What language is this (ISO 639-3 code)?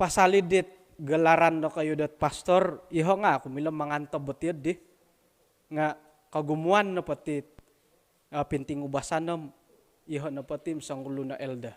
dtp